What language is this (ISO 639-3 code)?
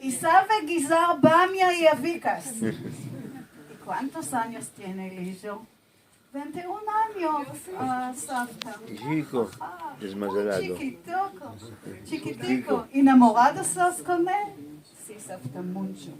lad